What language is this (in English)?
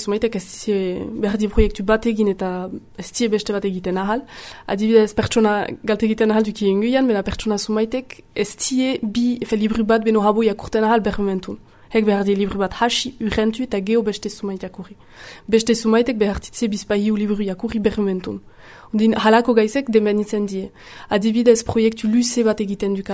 Basque